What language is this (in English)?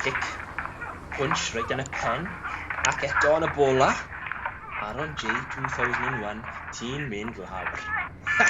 Welsh